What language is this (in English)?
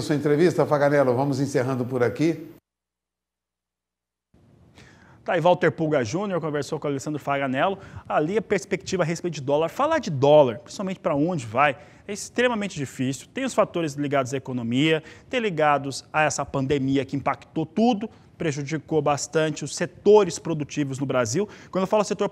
Portuguese